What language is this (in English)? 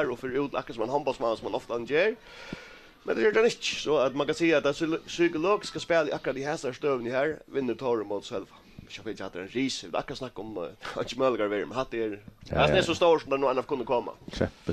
Faroese